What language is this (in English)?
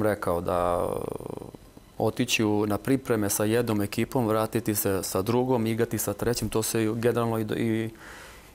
Serbian